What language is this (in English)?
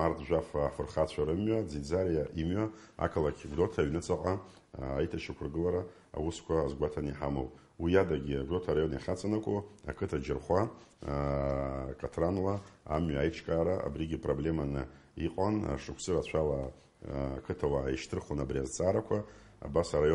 Abkhazian